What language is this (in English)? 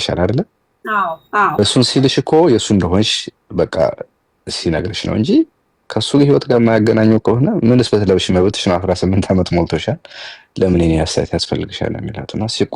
Amharic